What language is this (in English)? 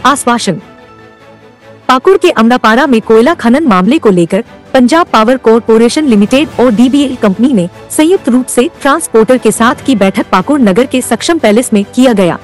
Hindi